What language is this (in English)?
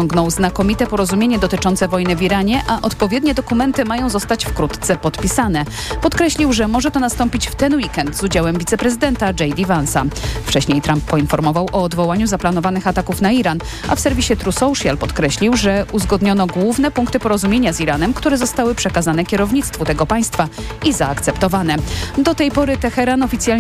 Polish